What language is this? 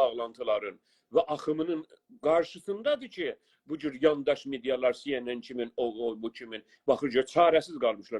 South Azerbaijani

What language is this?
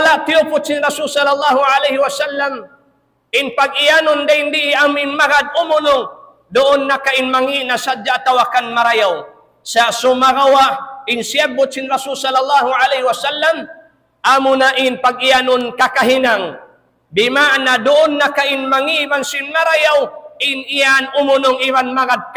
Tausug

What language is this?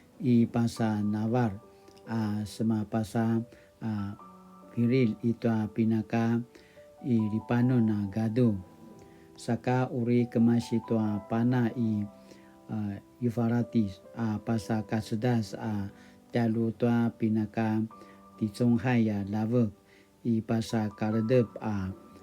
Paiwan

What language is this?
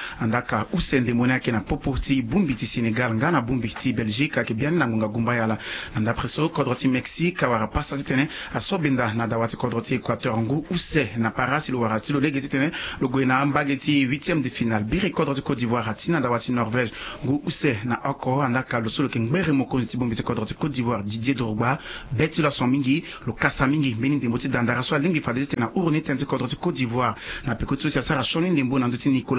Sango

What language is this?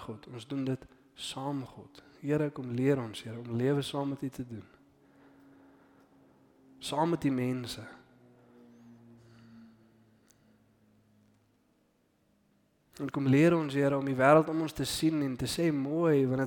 Afrikaans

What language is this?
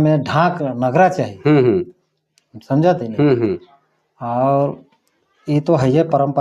Sadri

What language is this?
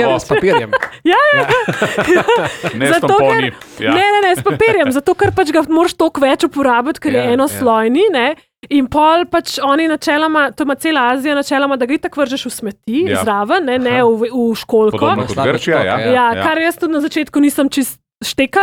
Slovenian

